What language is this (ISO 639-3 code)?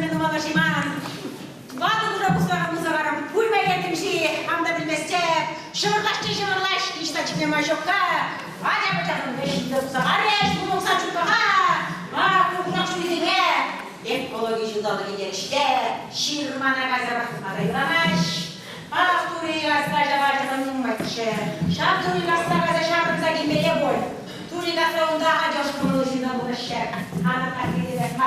chv